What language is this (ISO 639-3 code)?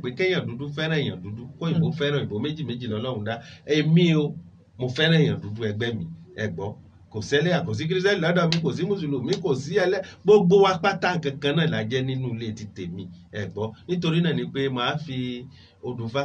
yor